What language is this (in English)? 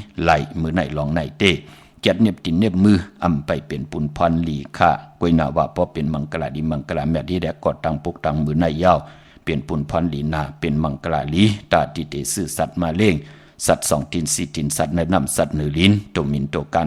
Shan